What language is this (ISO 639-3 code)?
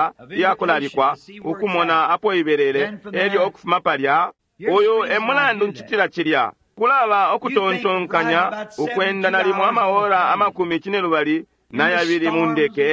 bem